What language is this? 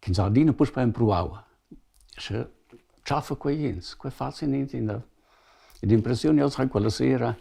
Romansh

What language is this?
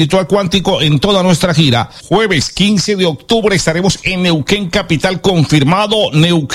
Spanish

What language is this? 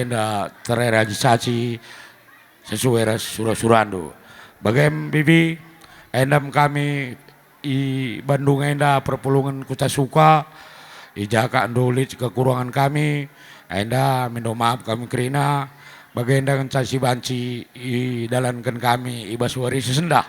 Batak Karo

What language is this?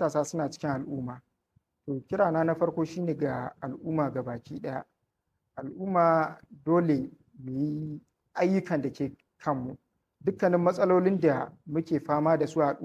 Hausa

